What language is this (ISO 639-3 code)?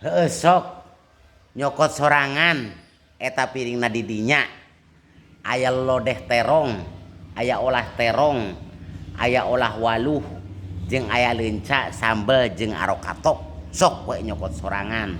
sun